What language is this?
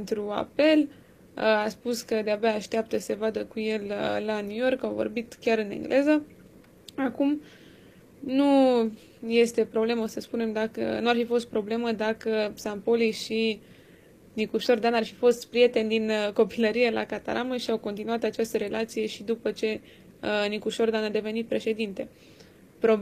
Romanian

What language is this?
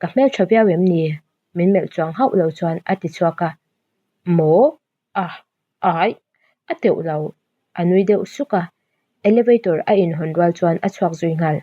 Mizo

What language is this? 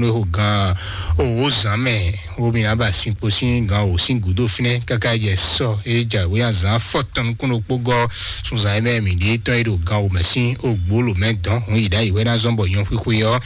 Fon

